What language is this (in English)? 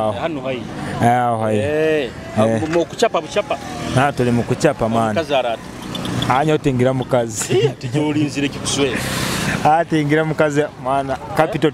Nyoro